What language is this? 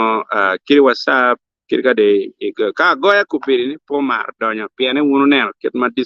Acoli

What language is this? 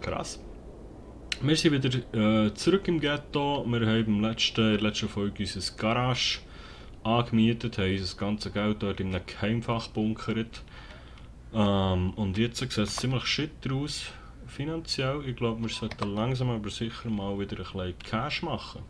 Swiss German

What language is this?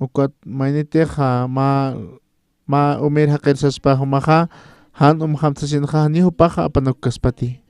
Aymara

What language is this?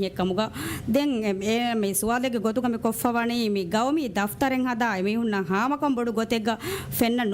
Divehi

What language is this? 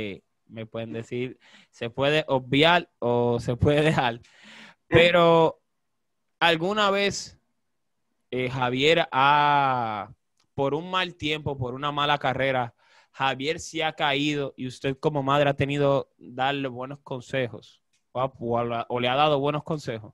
Spanish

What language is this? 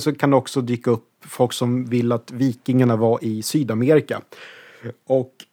Swedish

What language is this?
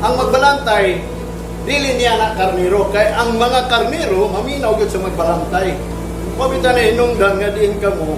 Cebuano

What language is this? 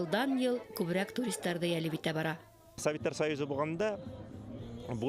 Bashkir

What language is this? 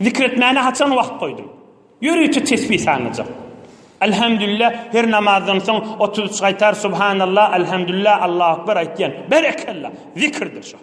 Turkmen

